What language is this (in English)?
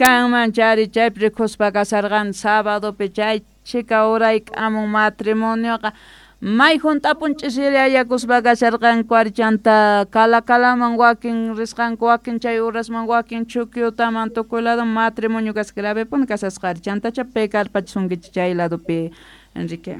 South Bolivian Quechua